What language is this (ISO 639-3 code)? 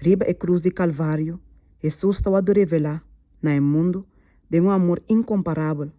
pap